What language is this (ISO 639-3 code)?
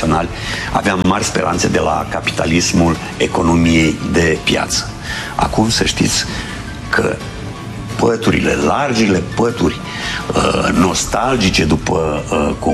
ron